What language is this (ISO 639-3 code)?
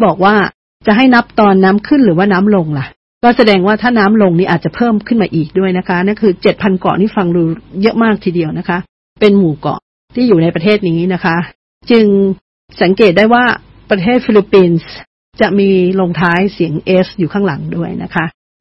tha